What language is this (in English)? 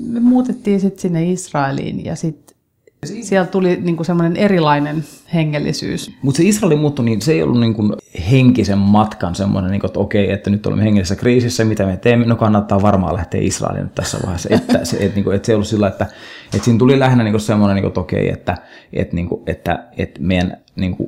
Finnish